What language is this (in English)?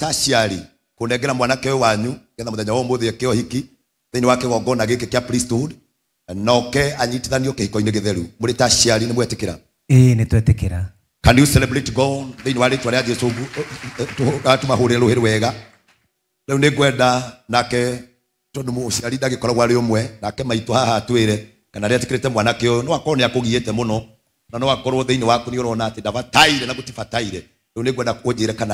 Kikuyu